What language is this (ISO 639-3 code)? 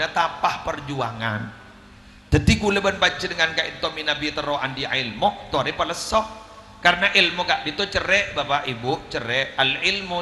mad